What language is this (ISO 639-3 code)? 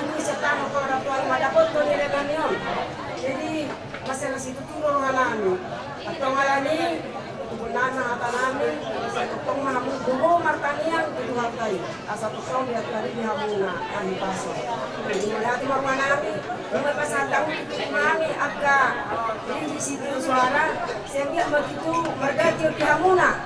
bbc